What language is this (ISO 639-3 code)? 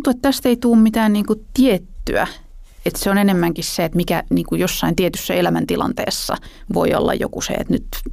fin